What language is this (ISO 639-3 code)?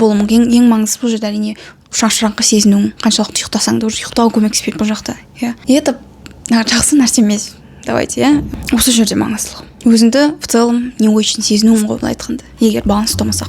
kaz